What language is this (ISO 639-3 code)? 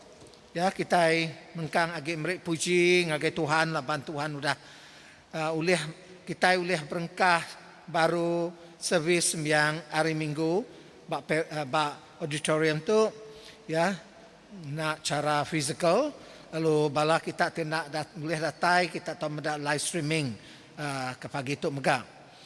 iba